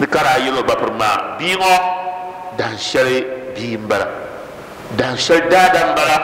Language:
Dagbani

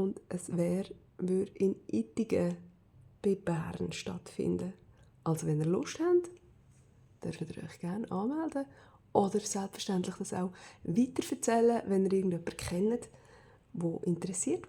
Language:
Swiss German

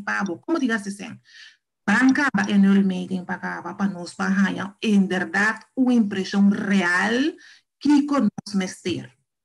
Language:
Papiamento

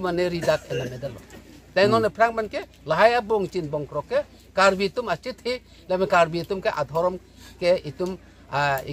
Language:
Karbi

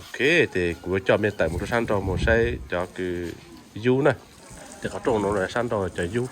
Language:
Hmong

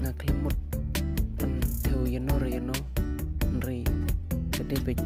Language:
Khasi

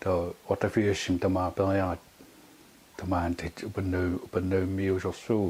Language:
Kalaallisut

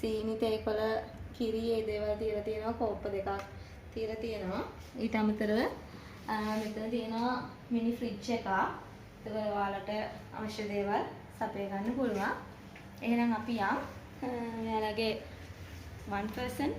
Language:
Sinhala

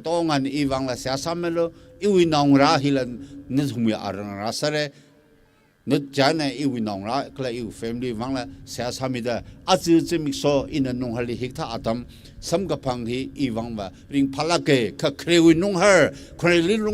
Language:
Tangkhul Naga (India)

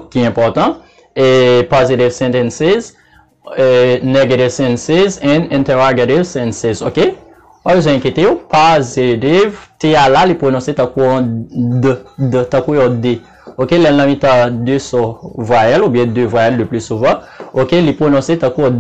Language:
Haitian Creole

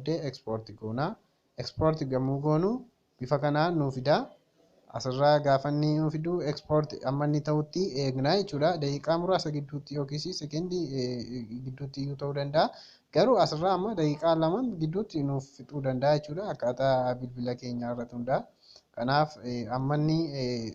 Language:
Oromo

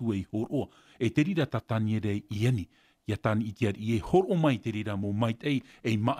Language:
Tahitian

